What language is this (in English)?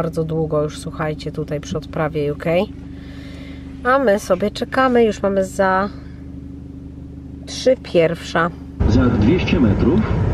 Polish